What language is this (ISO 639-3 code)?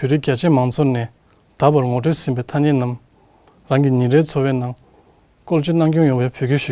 bod